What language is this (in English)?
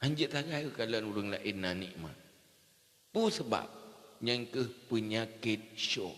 Achinese